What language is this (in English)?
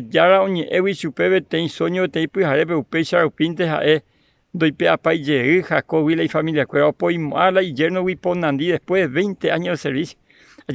Guarani